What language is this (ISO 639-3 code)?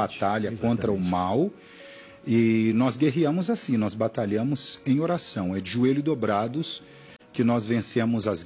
por